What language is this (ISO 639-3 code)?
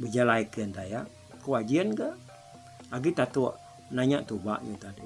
iba